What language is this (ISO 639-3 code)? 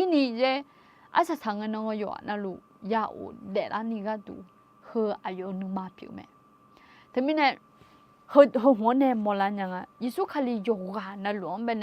ahk